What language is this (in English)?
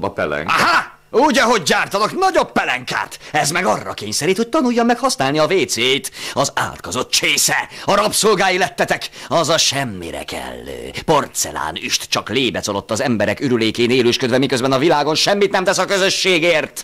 Hungarian